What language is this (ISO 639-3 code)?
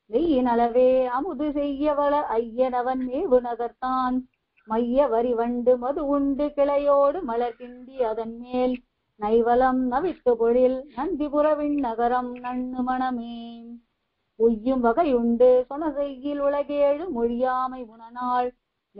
tam